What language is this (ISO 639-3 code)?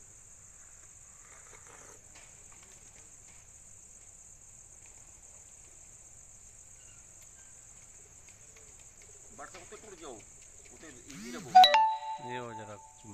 pan